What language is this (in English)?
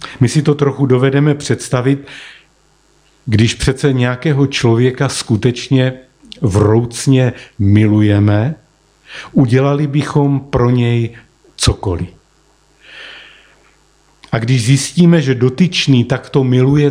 Czech